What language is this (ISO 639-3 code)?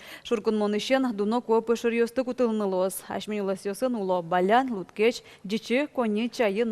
udm